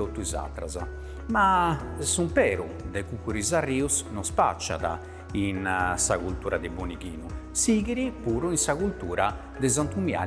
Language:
Sardinian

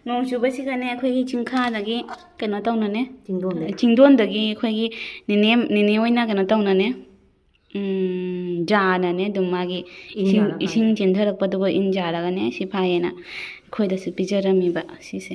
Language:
Manipuri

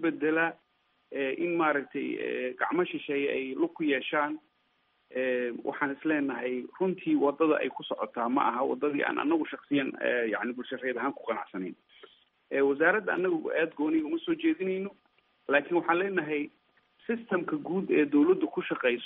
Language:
Somali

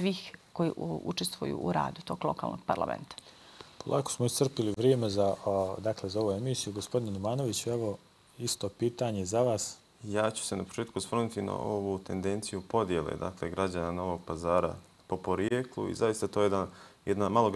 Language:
Bosnian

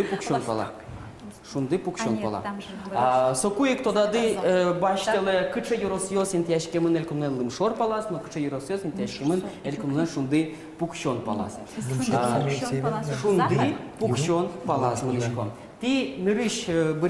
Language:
Udmurt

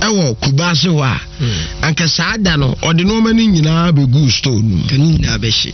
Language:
Akan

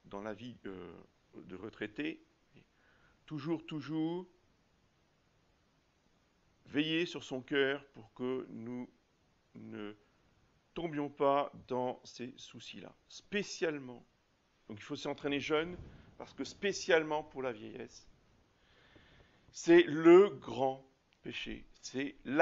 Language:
French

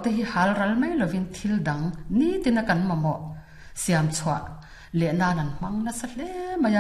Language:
Mizo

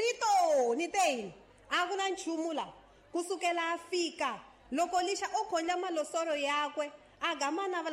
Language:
Tsonga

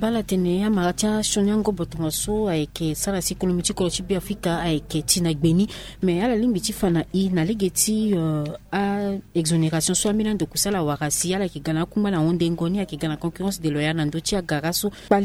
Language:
Sango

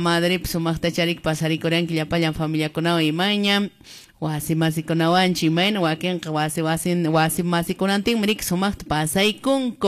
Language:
Quechua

